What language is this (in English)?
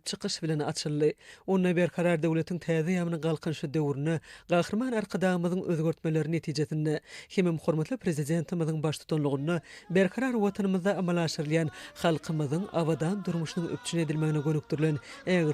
Turkmen